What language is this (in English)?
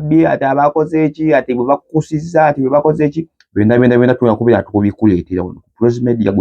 Ganda